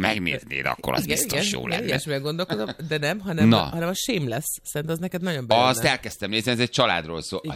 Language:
Hungarian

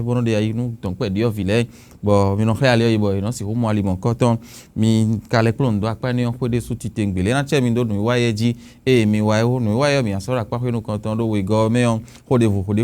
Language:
Fon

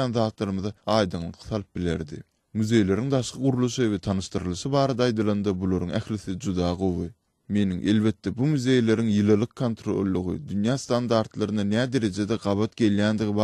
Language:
Turkmen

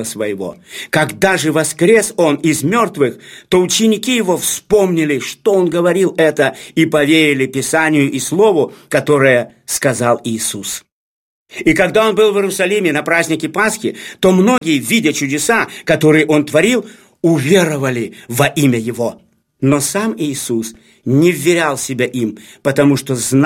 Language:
Russian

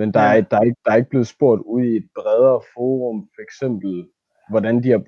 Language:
Danish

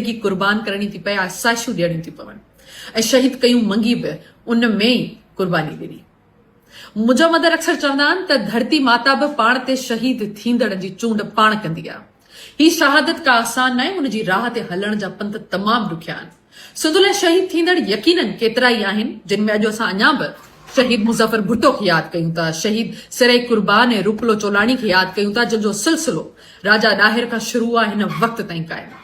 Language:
Sindhi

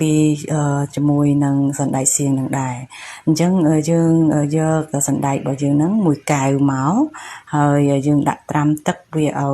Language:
Khmer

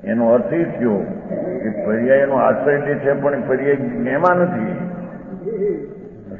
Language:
Gujarati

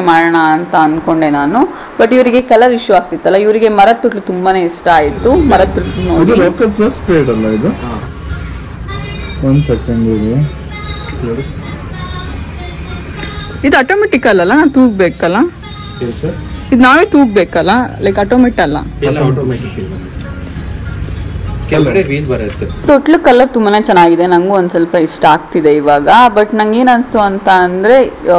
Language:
Kannada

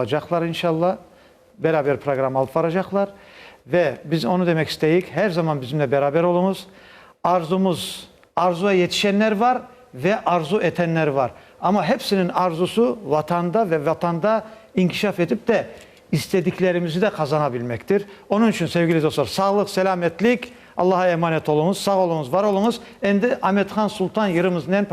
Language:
Crimean Tatar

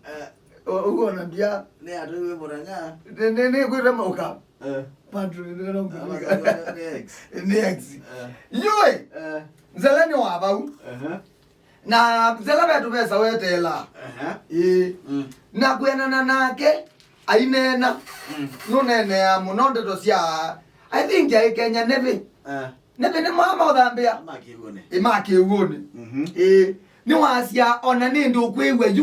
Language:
Kamba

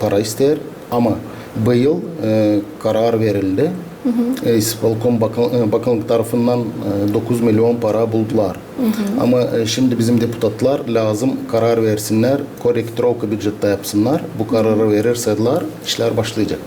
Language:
Gagauz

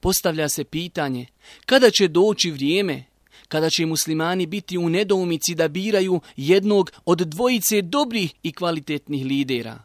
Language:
Bosnian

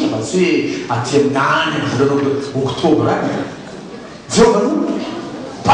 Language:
Malagasy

